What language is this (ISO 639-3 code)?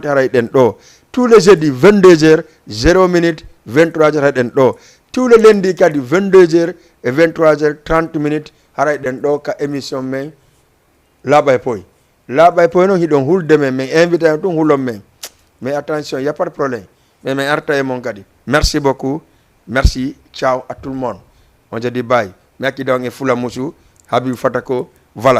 ful